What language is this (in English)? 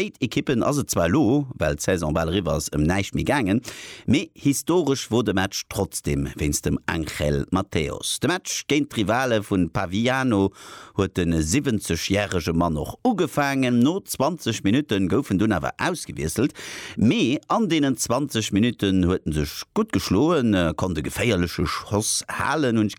Luxembourgish